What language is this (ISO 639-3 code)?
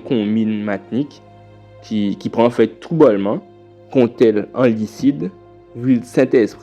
gcf